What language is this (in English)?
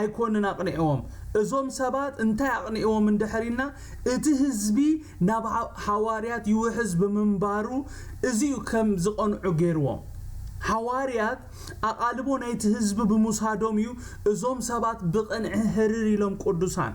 Tigrinya